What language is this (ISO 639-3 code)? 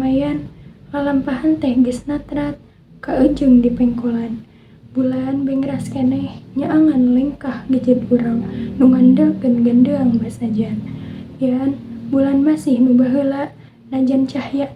sun